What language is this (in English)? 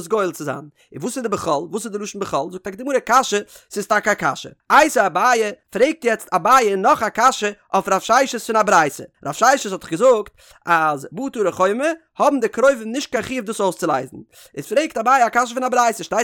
Yiddish